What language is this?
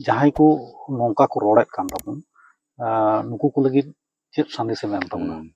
Santali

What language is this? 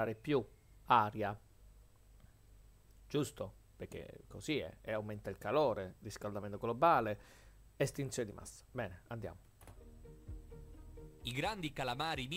Italian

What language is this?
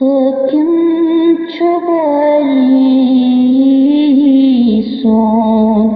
Kashmiri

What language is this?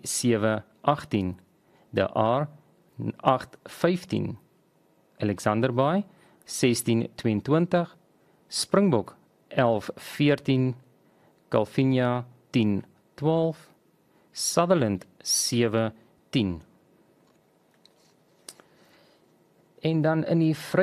Afrikaans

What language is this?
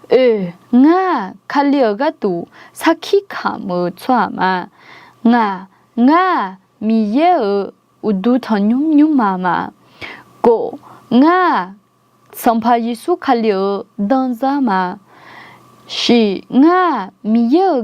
Akha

